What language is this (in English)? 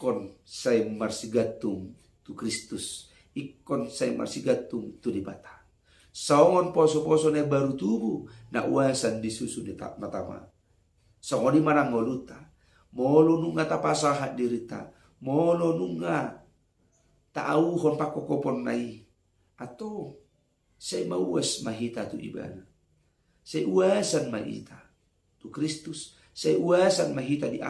Batak Toba